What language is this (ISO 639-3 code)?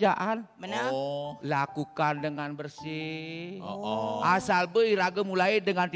ban